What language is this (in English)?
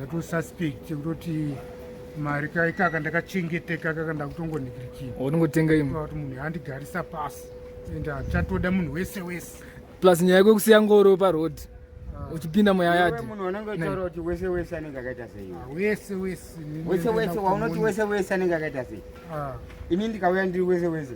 Shona